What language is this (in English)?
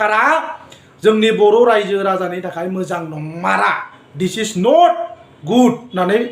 Bodo